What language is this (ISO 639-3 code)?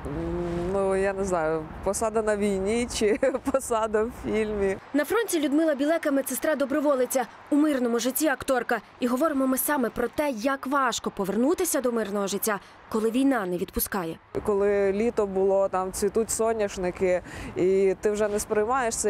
ukr